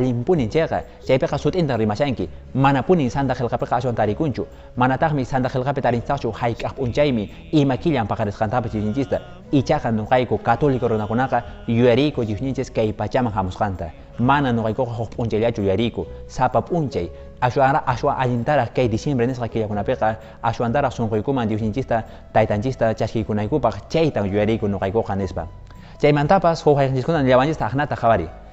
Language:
Quechua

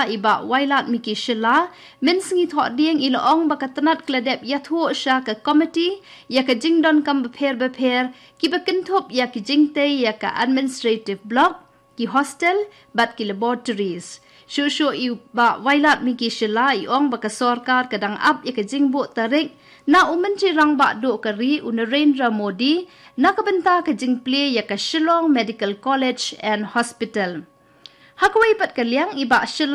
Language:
Khasi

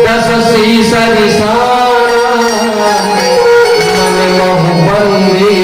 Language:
Chhattisgarhi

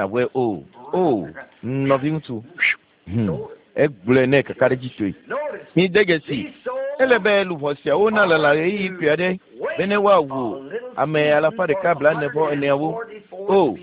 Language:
Ewe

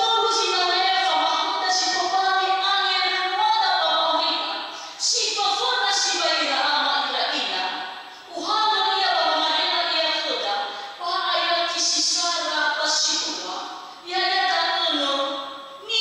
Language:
Nias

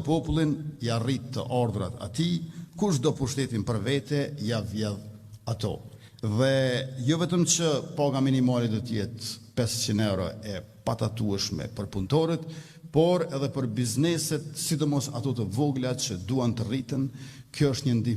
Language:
Albanian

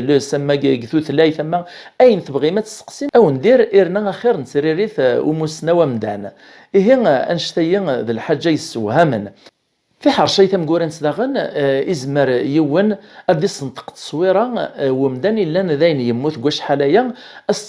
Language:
Kabyle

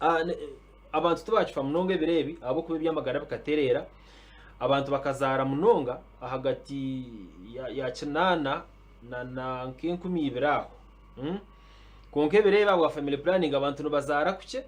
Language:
Nyankole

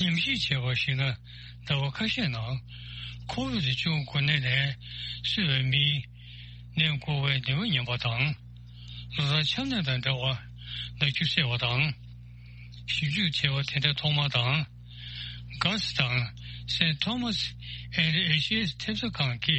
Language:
Tibetan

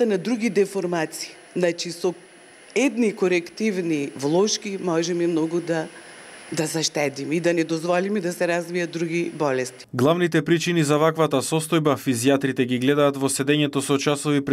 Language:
Macedonian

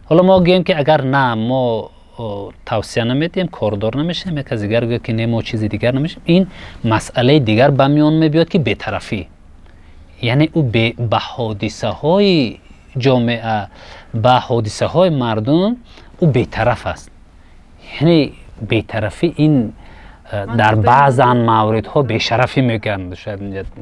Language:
Tajik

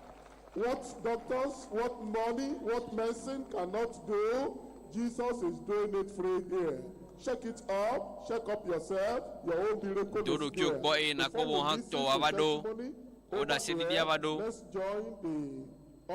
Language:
Ewe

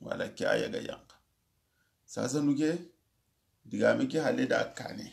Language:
Soninke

